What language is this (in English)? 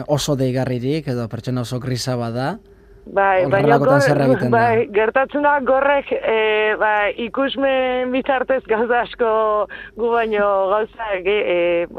Basque